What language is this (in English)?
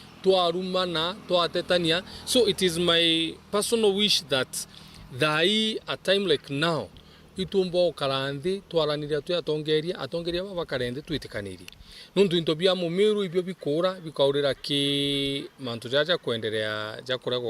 Meru